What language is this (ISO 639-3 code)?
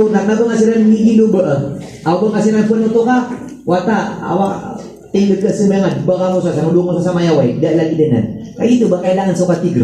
mrw